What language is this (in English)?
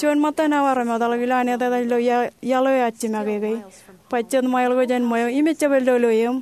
Marshallese